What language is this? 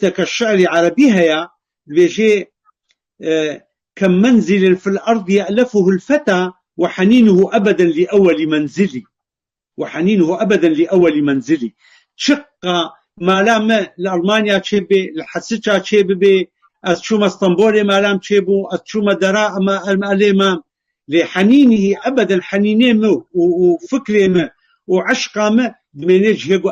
Kurdish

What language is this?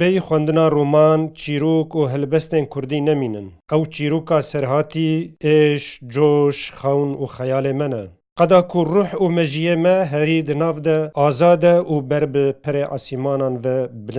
Kurdish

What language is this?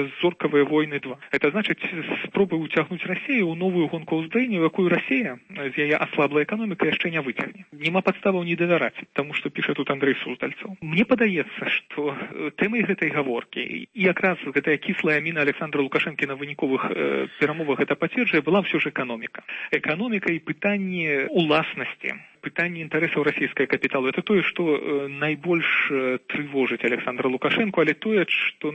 Belarusian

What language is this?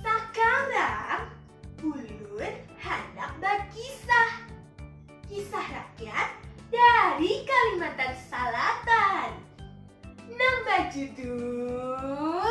Banjar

